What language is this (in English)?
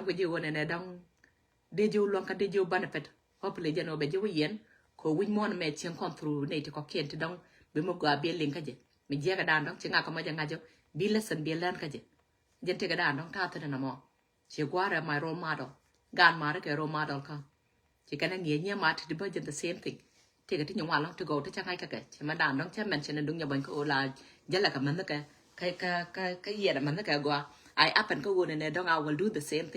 Nuer